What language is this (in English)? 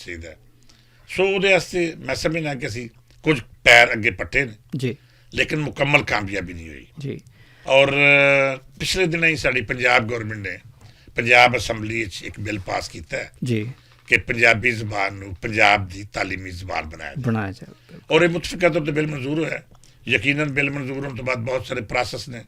Western Panjabi